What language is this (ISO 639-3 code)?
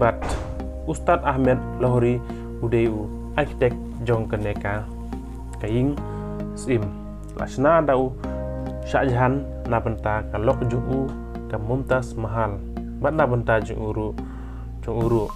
kha